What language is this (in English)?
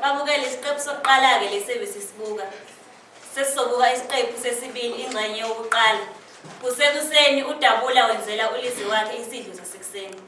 Zulu